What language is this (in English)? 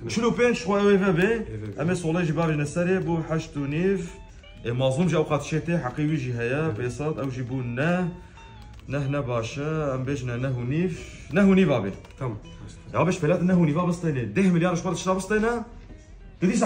Kurdish